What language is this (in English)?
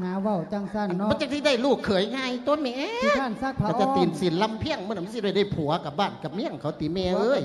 Lao